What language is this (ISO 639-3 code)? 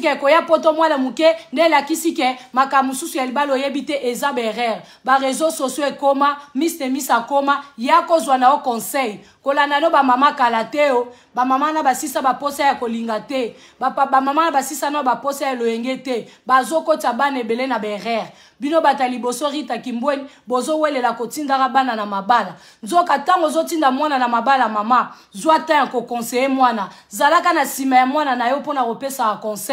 lin